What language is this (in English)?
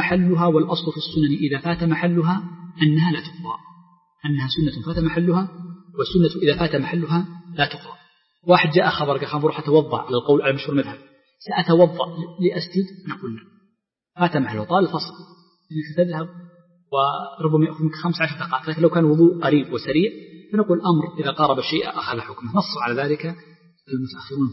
Arabic